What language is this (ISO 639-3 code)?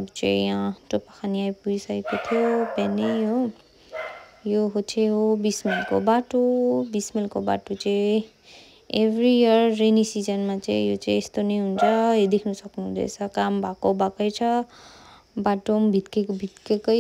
nep